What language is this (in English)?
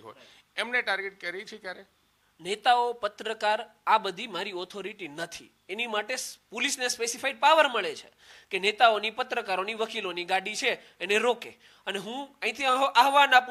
Gujarati